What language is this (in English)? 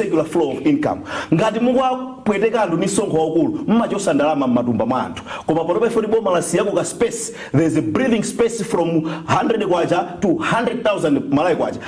Nyanja